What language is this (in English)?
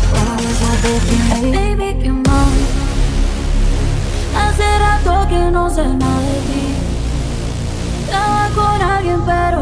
Spanish